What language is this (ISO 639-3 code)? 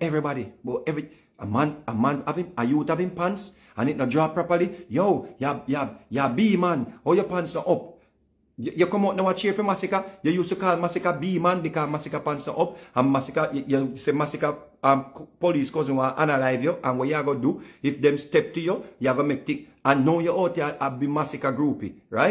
jam